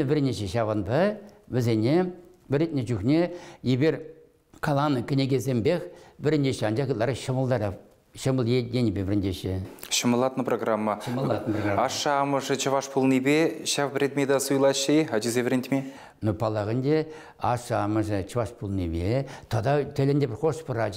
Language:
Chuvash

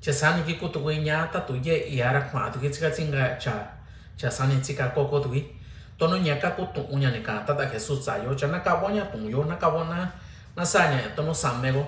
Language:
Mixtepec Mixtec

